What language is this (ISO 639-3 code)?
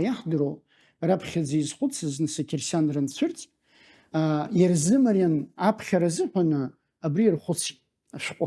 abk